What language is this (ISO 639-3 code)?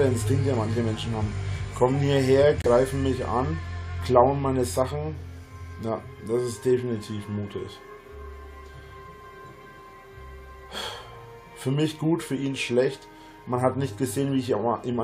deu